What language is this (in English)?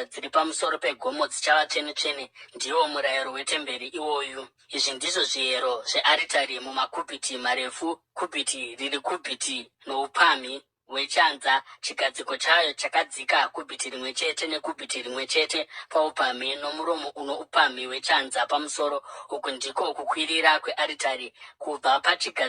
Shona